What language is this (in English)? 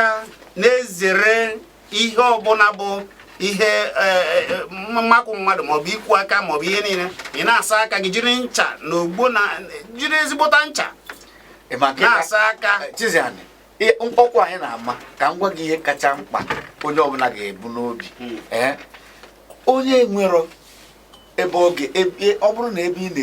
Igbo